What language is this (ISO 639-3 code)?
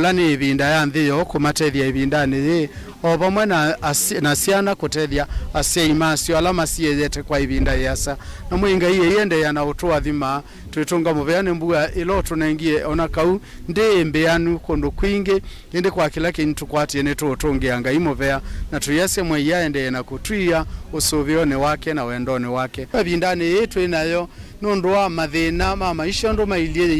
kam